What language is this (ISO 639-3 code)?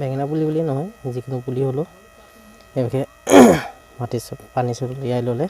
asm